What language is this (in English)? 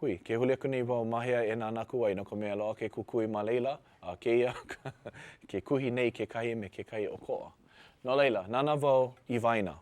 Hawaiian